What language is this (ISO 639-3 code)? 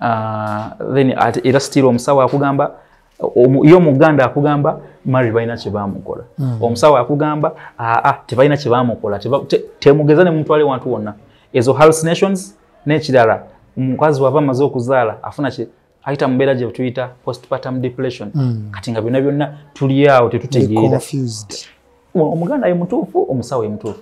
lug